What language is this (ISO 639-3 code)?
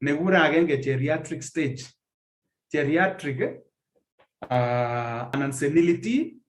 kln